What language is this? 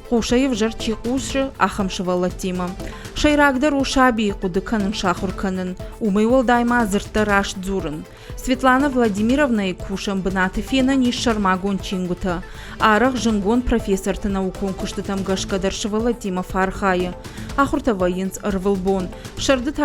Ossetic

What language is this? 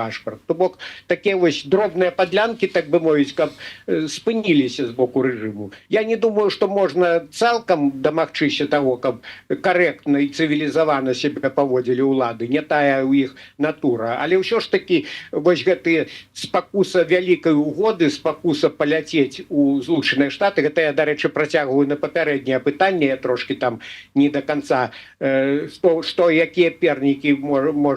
Belarusian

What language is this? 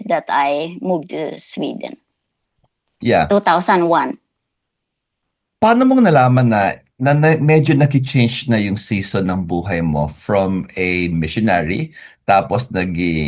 Filipino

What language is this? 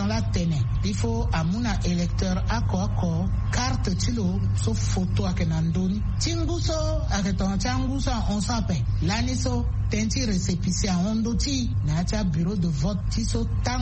Sango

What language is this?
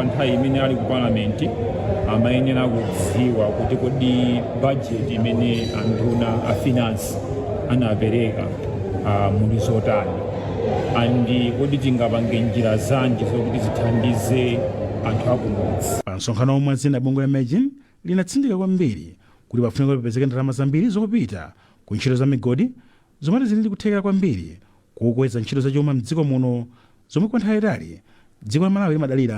Nyanja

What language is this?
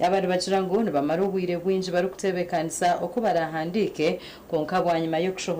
Nyankole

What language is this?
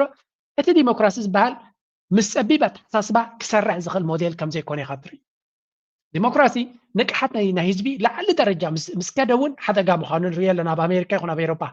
Tigrinya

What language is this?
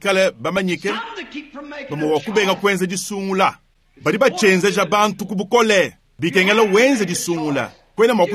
Luba-Lulua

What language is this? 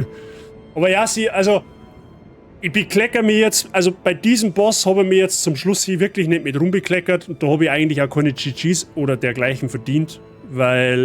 Bavarian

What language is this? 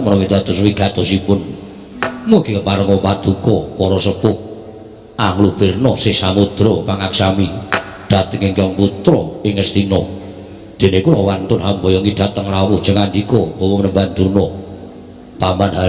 Javanese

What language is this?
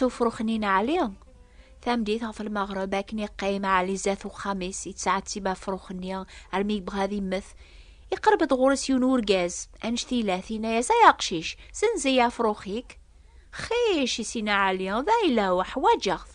Kabyle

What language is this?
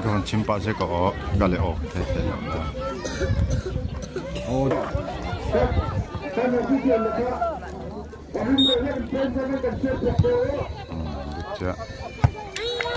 Malay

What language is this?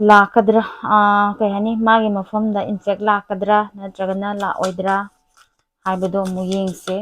Manipuri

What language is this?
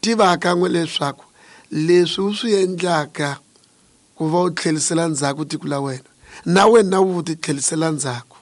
Tsonga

